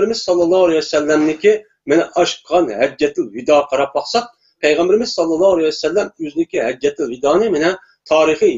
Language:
Uyghur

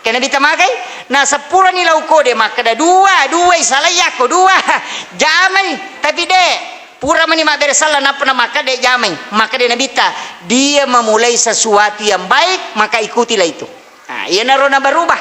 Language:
Buginese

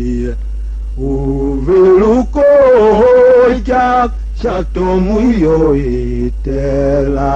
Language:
Tiv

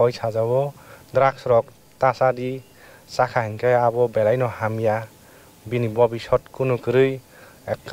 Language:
Kok Borok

